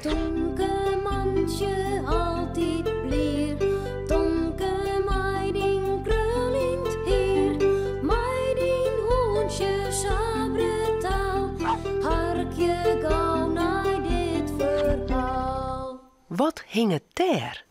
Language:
Western Frisian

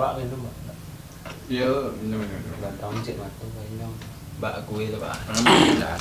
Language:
Minangkabau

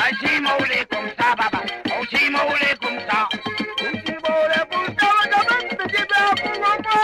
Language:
Morisyen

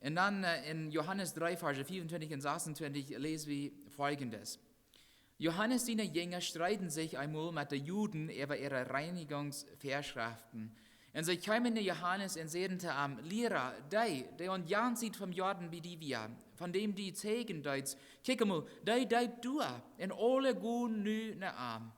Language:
Plautdietsch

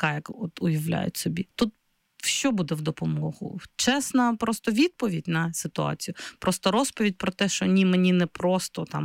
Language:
Ukrainian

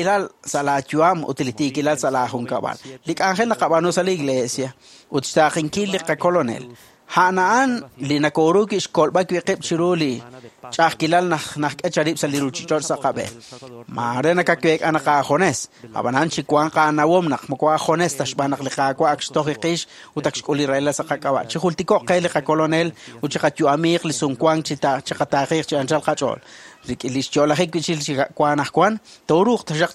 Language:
Kekchí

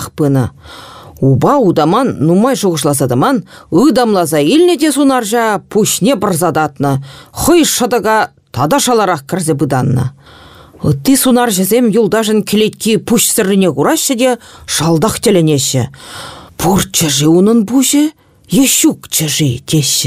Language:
Chuvash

